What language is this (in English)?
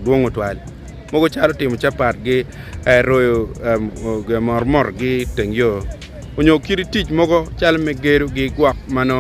Acoli